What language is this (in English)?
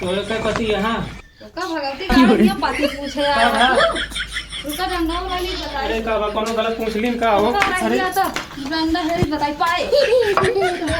Awadhi